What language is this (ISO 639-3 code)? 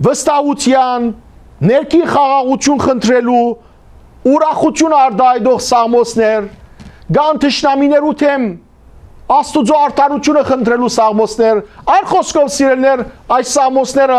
hyw